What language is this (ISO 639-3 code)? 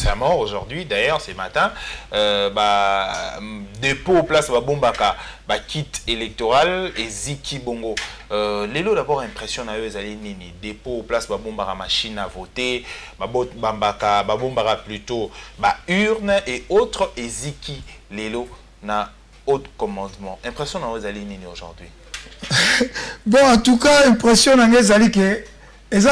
lin